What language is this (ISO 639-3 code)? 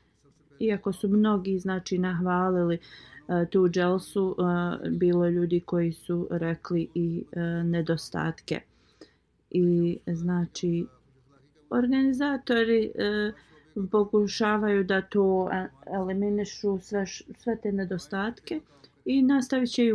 bos